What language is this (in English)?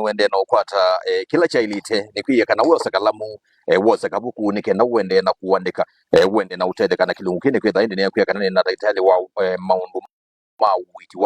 Kamba